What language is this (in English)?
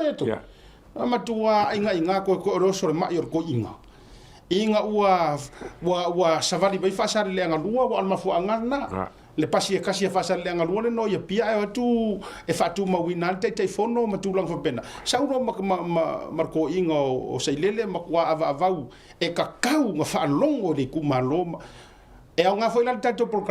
Samoan